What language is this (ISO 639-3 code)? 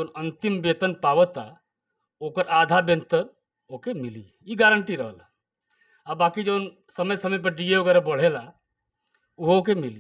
bho